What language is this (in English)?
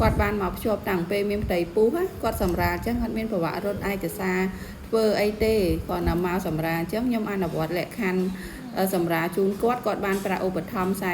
Khmer